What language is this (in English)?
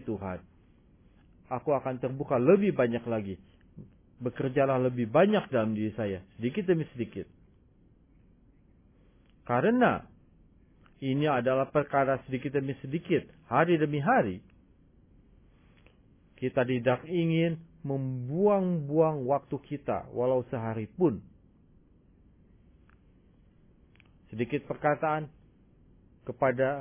Indonesian